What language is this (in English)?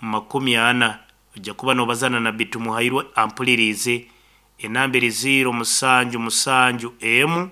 Nyankole